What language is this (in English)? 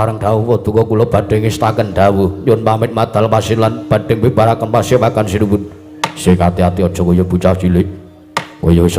Javanese